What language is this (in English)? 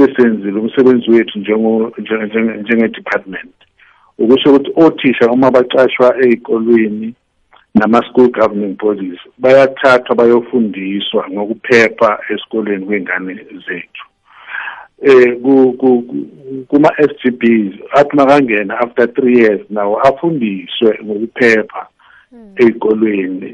South Ndebele